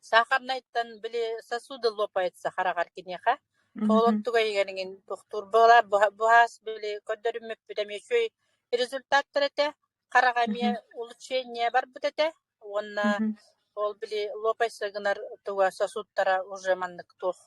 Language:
Yakut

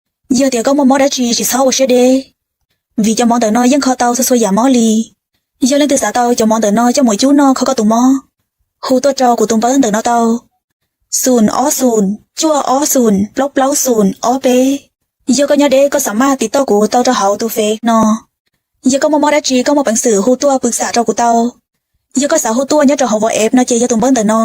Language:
Hmong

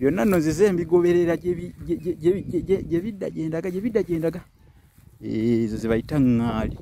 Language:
Ganda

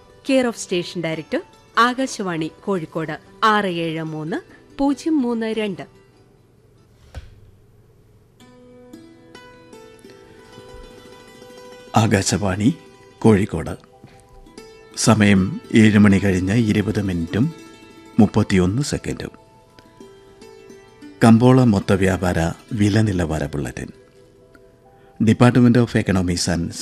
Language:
Malayalam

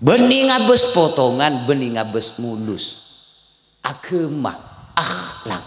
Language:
Madurese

